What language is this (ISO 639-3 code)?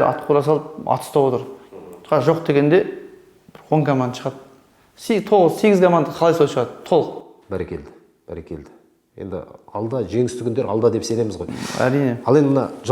kaz